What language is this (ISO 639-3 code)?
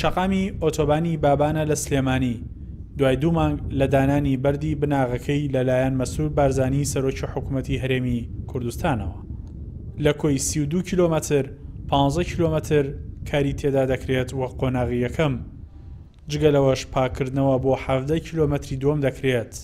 ckb